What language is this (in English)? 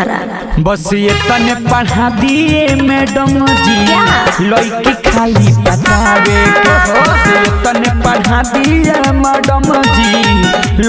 Bhojpuri